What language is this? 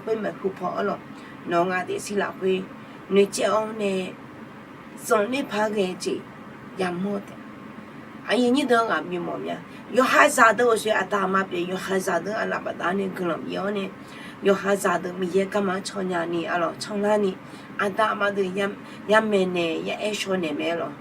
Akha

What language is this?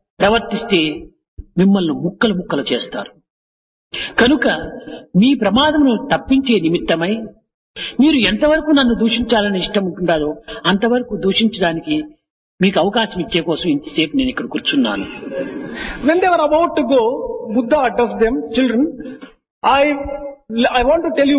Telugu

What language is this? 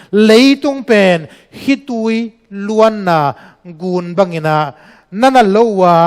Tedim Chin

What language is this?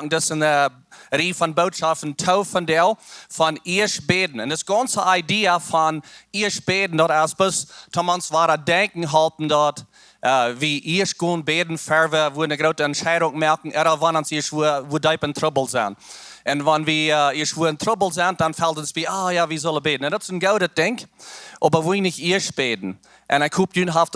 Plautdietsch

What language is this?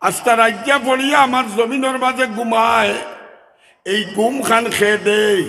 Sylheti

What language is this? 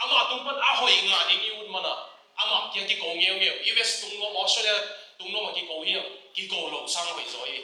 Tedim Chin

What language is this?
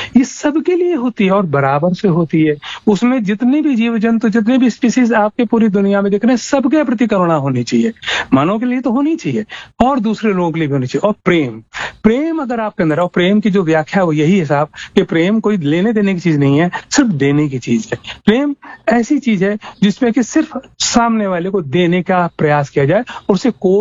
Hindi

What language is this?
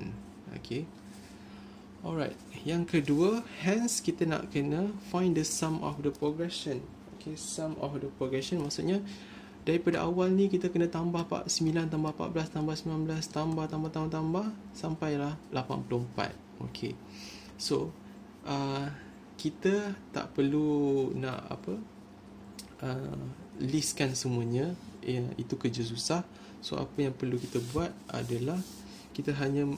Malay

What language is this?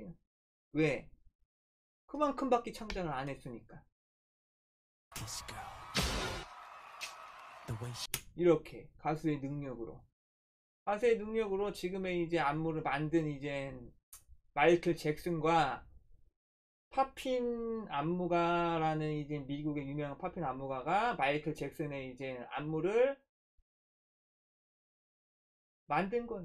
Korean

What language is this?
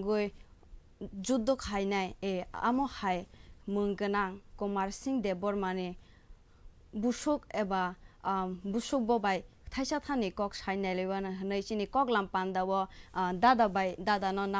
Kok Borok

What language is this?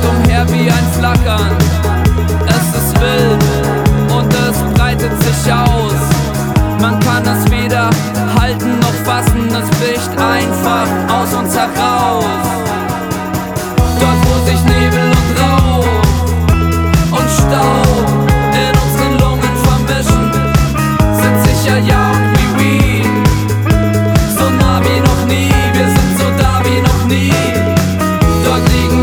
German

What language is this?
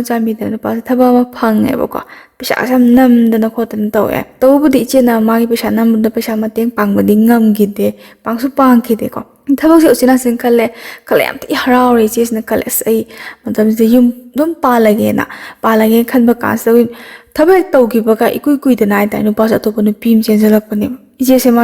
Manipuri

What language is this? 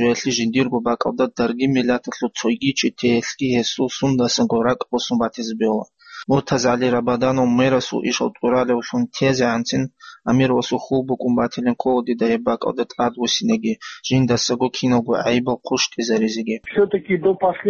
Avaric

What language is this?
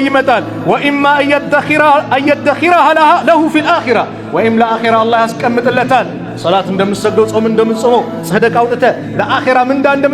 Amharic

